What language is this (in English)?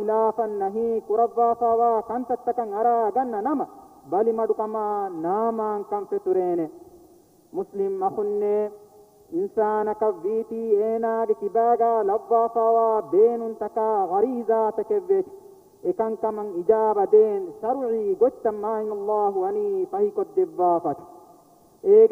Divehi